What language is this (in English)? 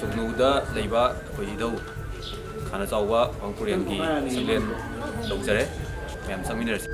Manipuri